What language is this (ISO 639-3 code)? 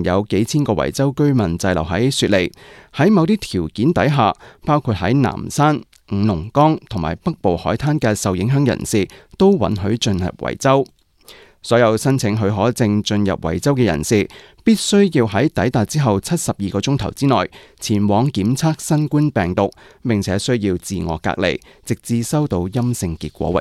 yue